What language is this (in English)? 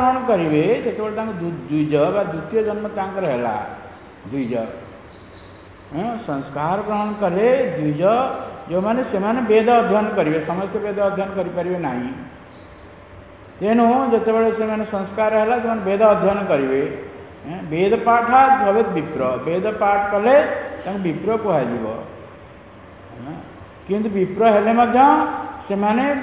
Odia